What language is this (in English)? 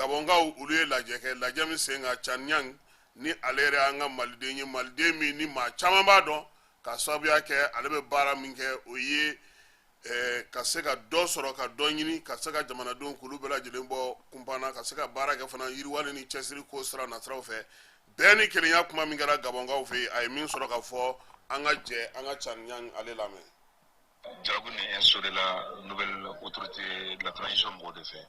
Bambara